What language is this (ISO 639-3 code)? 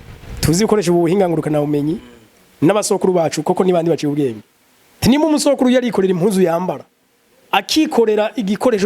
run